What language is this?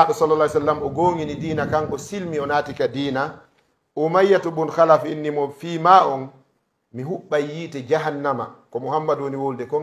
Fula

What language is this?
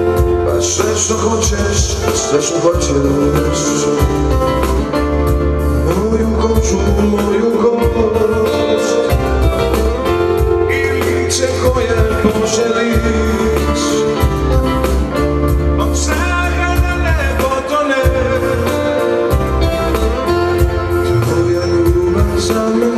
Croatian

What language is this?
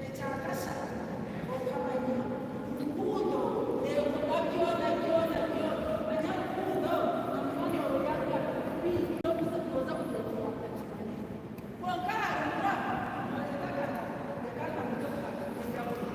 Nyankole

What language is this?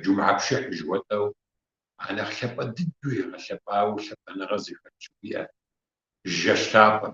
Kabardian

